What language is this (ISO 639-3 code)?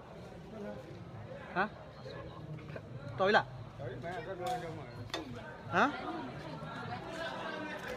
mya